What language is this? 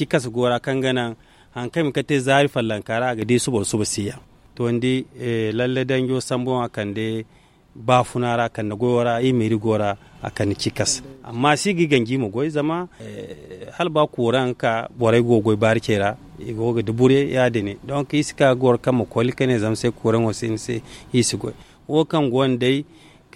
Zarma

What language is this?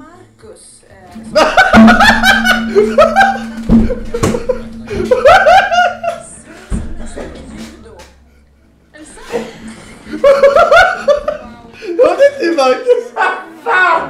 Swedish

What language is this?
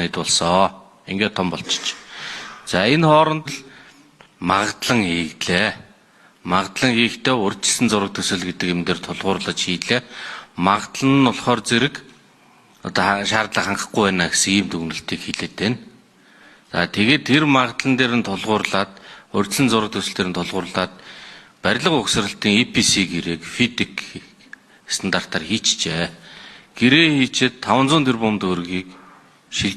Mongolian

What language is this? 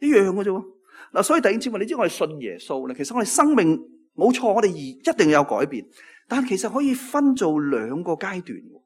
Cantonese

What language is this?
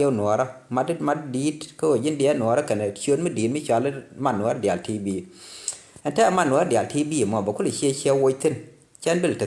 Nuer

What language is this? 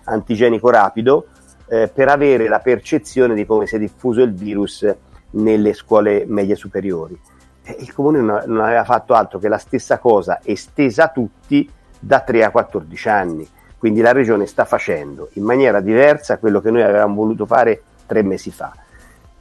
Italian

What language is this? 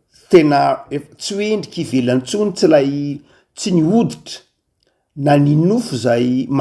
Malagasy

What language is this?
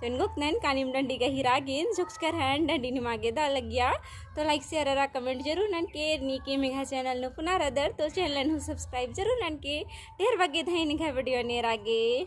Kurukh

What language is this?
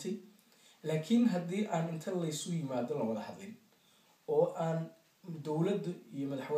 Somali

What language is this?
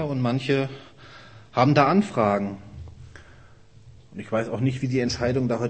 German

